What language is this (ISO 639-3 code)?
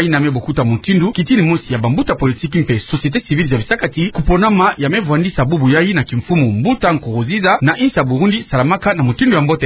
ktu